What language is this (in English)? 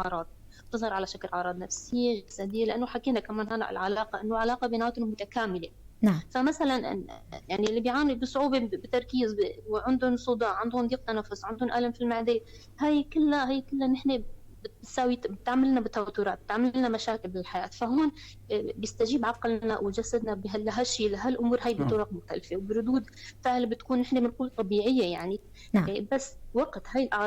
North Levantine Arabic